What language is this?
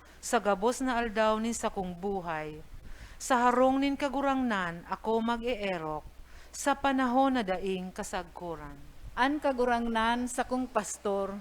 Bikol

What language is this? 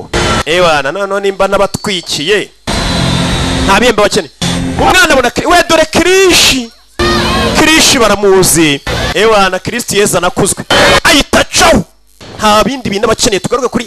Kinyarwanda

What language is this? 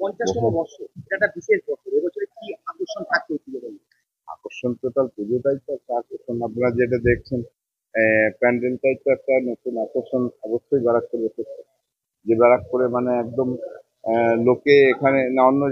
Bangla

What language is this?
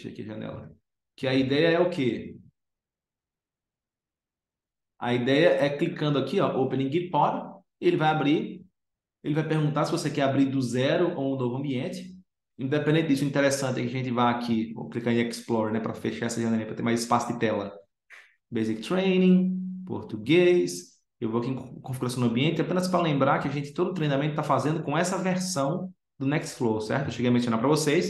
Portuguese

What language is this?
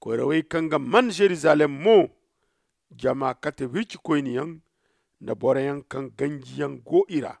Zarma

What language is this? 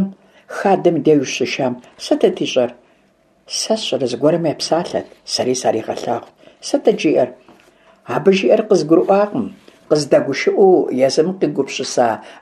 Kabardian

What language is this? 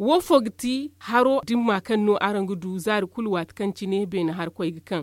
Zarma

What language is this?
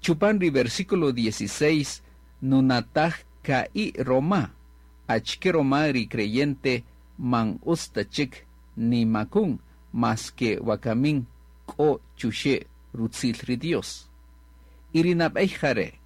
Kaqchikel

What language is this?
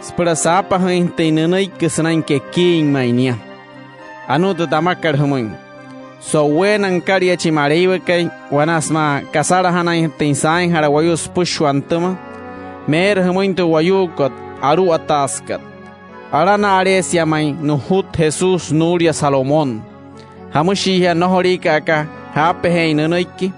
Wayuu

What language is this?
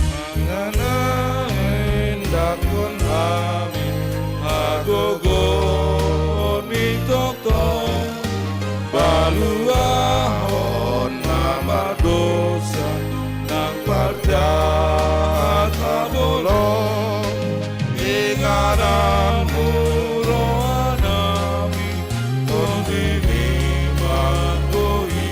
Batak Toba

